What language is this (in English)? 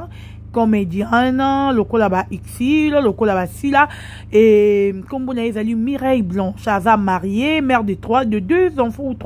Lingala